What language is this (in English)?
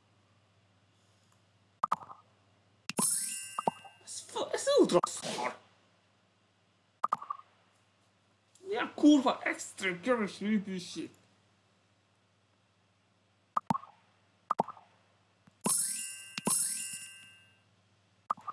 Hungarian